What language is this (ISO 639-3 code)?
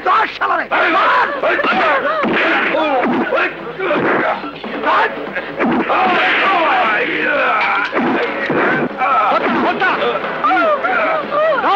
ben